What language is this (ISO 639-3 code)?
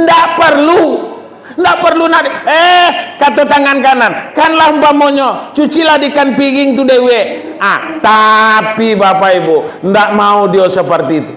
min